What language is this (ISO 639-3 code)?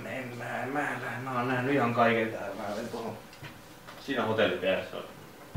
fin